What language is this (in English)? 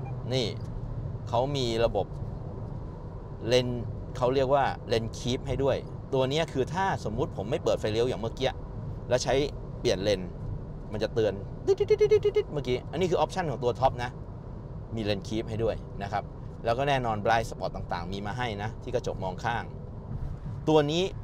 Thai